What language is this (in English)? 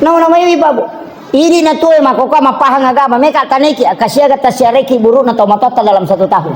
Buginese